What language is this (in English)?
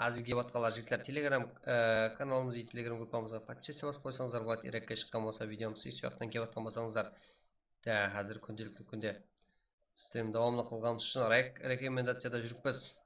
Kara-Kalpak